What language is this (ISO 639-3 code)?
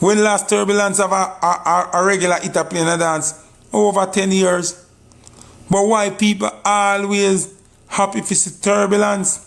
jam